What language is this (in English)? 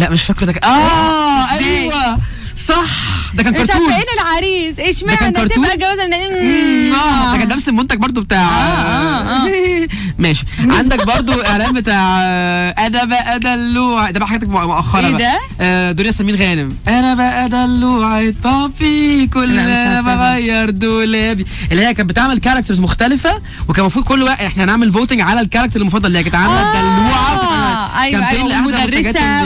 Egyptian Arabic